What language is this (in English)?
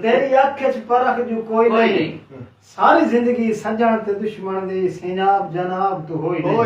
Saraiki